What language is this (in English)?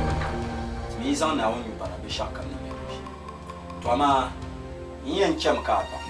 Dagbani